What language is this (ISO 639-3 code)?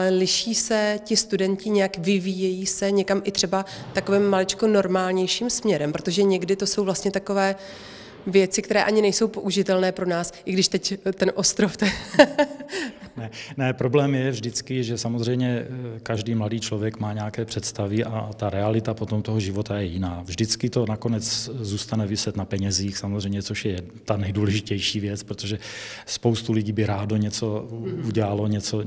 ces